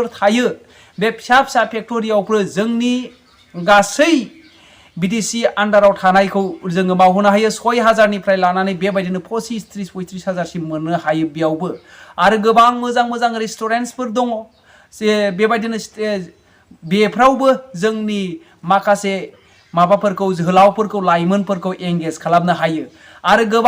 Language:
Bodo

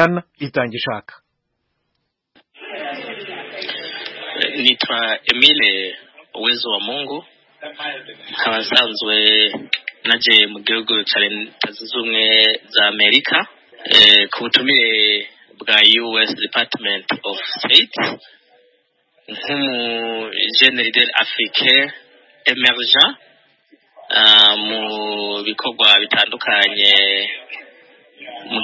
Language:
Kinyarwanda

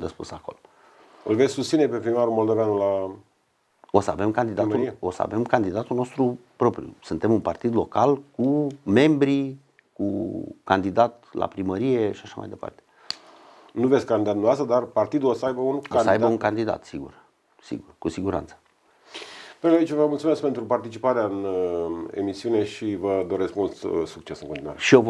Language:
Romanian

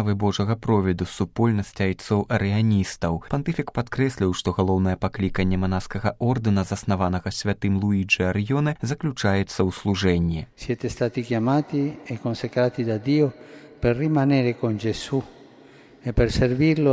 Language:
Belarusian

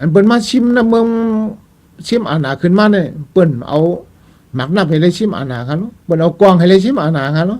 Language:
Shan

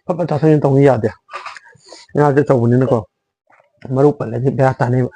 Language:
Manipuri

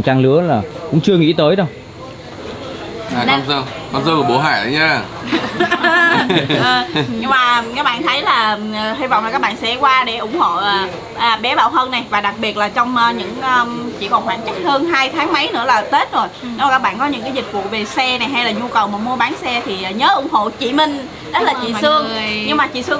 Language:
Vietnamese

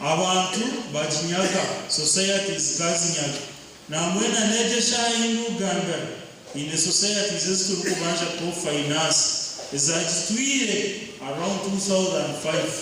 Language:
Nyankole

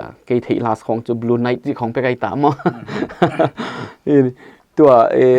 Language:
Paite Chin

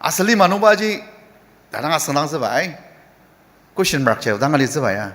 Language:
Ao Naga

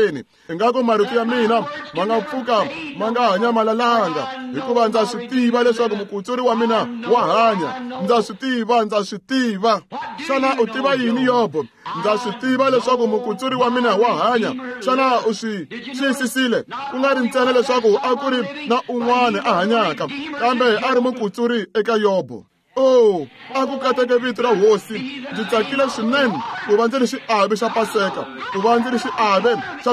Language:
Tsonga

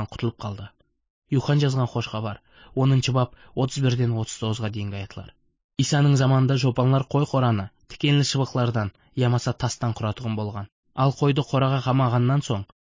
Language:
Kara-Kalpak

